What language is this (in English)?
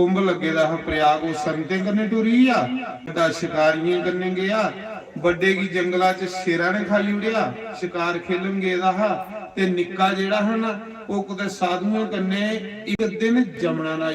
Dogri